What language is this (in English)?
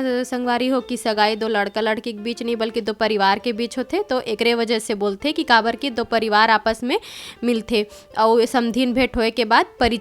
Chhattisgarhi